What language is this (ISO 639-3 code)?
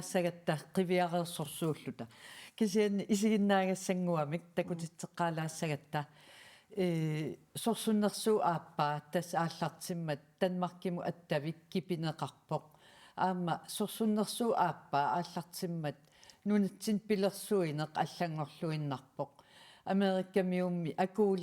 kal